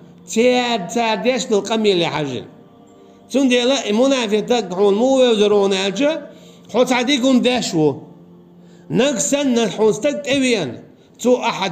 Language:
Chechen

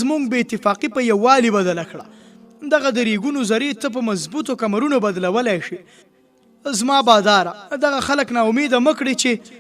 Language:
Pashto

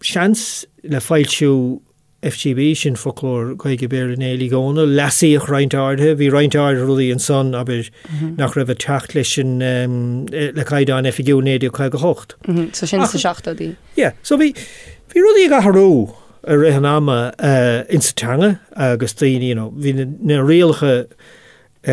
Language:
Irish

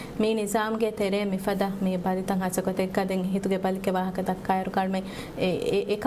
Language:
Divehi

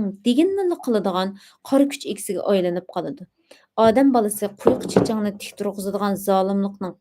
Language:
Uyghur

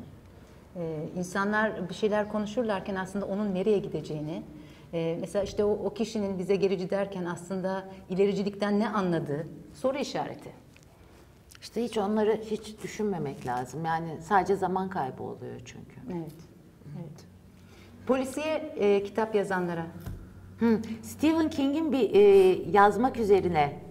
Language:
Turkish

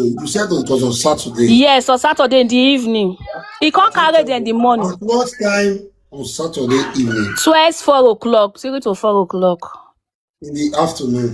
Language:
Nigerian Pidgin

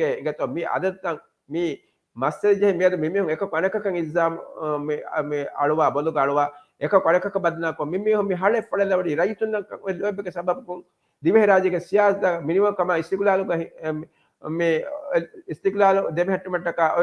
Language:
Divehi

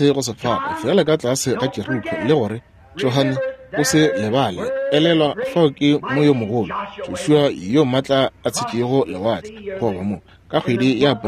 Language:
Northern Sotho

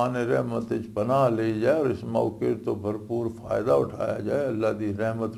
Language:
Western Panjabi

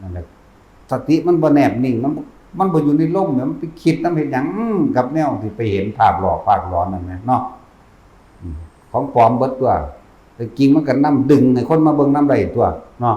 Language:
Northeastern Thai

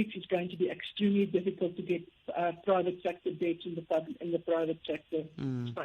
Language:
Tsonga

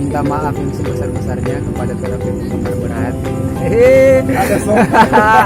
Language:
Manado Malay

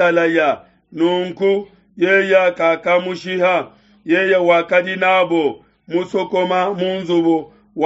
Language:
Luba-Lulua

